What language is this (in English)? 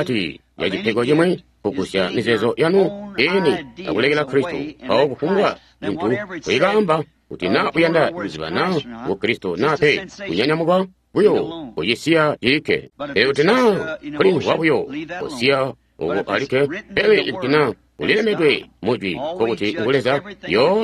Tonga (Zambia)